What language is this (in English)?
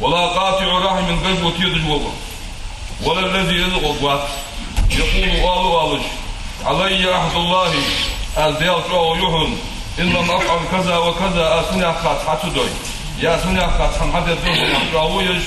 Ingush